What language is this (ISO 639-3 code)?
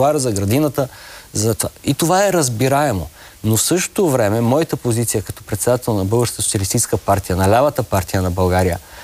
bul